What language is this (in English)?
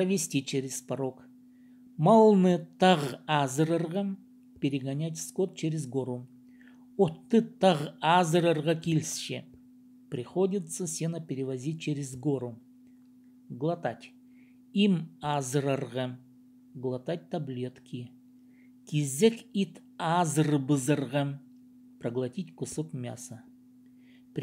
Khakas